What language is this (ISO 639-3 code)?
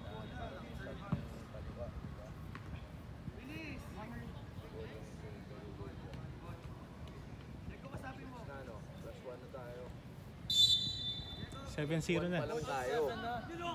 fil